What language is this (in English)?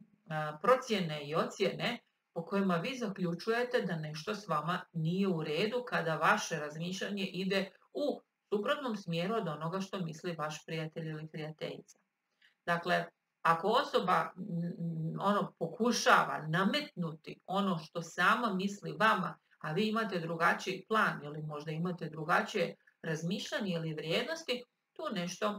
Croatian